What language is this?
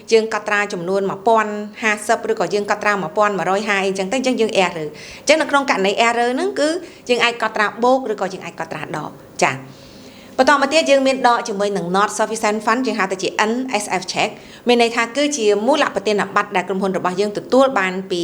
Khmer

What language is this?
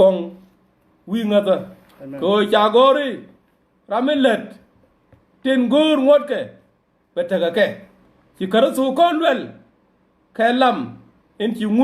Nuer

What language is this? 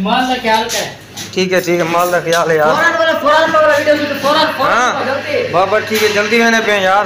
Saraiki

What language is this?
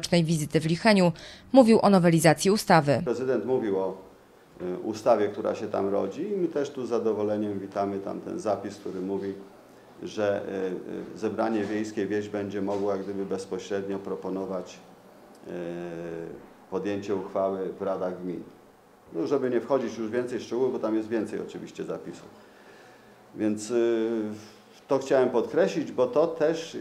Polish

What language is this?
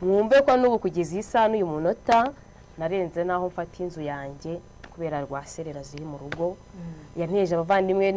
Kinyarwanda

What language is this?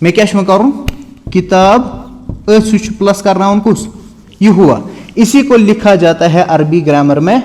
Kashmiri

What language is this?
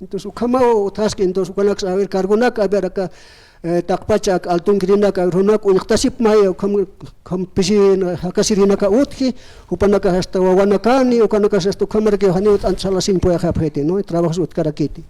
Aymara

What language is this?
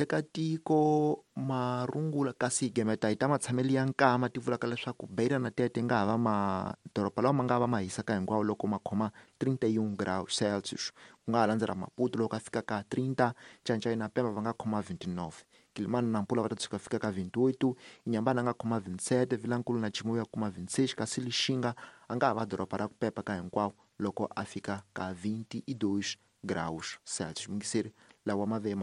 Tsonga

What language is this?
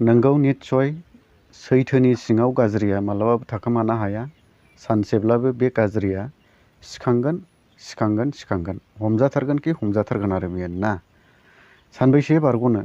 Bodo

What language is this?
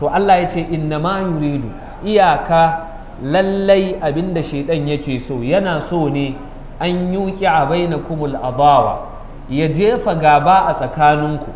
Hausa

